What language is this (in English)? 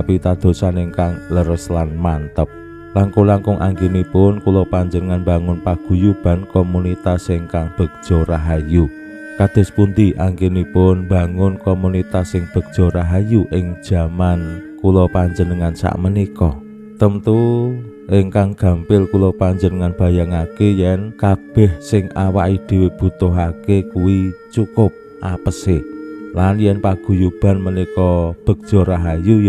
Javanese